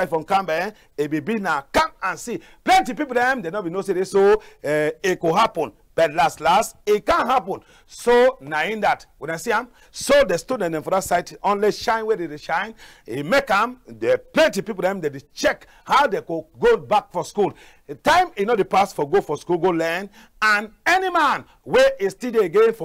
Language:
Cameroon Pidgin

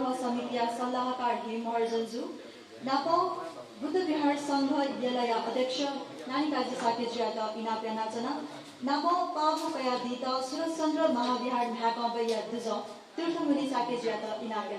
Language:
Newari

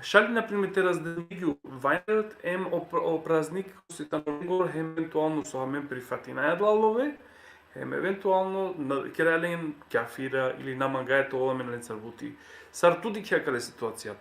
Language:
Balkan Romani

